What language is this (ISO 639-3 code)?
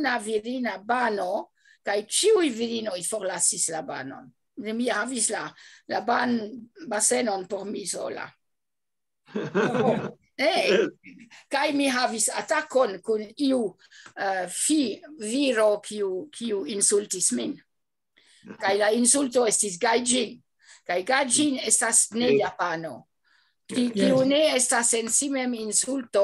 epo